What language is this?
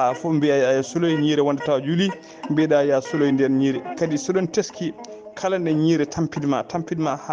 Fula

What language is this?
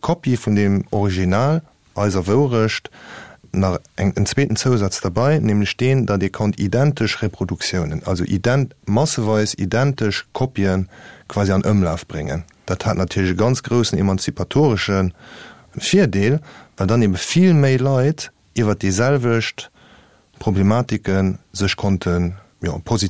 Luxembourgish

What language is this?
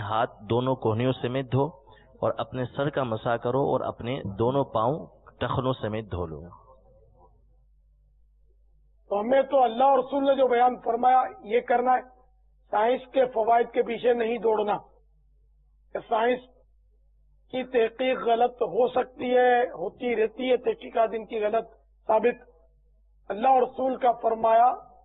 Urdu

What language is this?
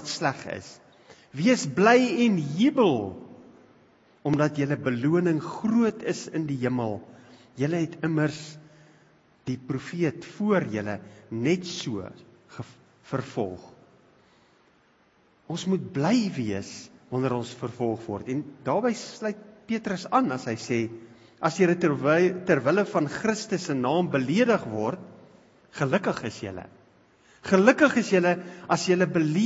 Afrikaans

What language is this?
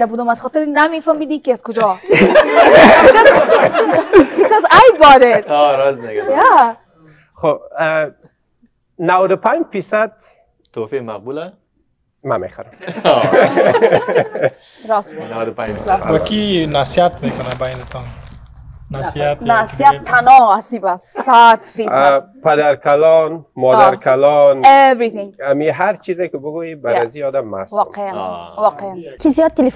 Persian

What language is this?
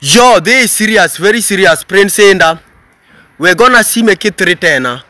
Luo (Kenya and Tanzania)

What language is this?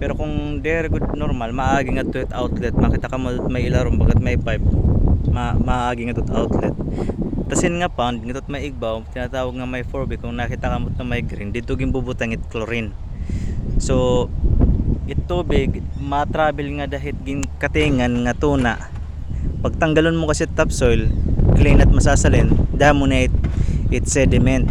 Waray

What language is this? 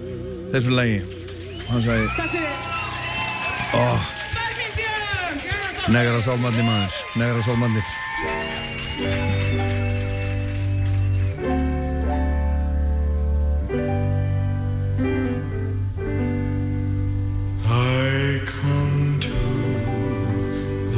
Icelandic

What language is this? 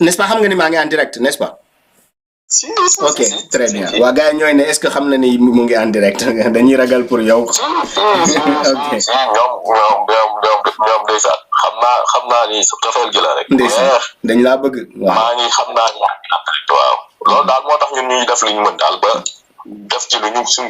Wolof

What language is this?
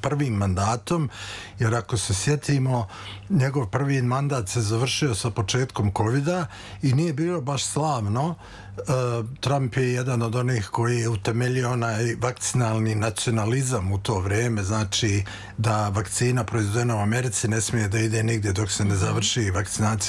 Serbian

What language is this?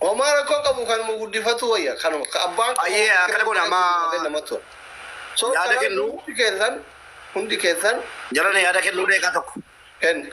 Oromo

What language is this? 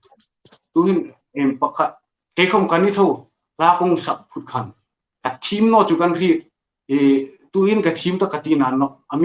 Hmar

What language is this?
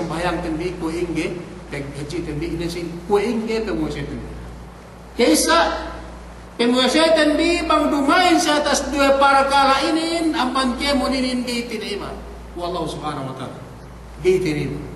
Yakan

